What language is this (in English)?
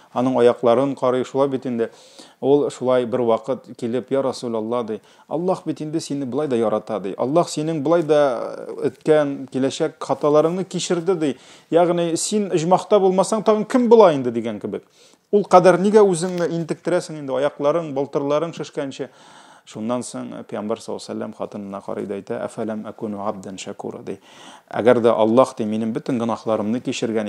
Tatar